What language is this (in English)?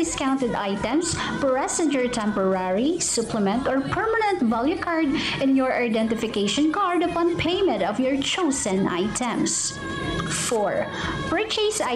Bikol